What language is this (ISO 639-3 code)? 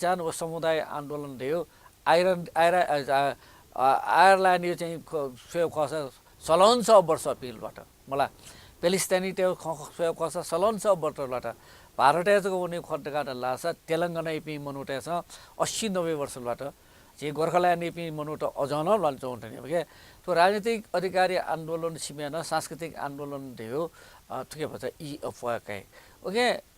new